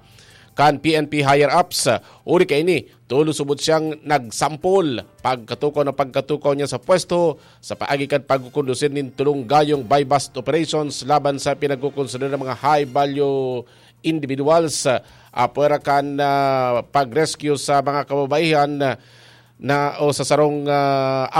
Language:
Bikol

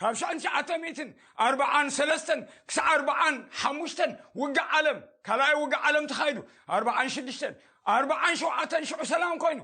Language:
Tigrinya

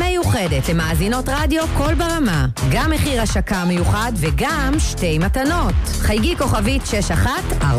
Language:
Hebrew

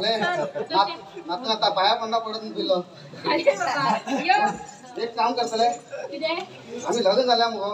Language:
Konkani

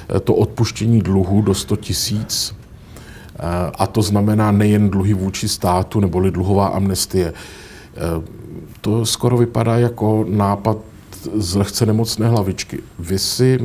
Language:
Czech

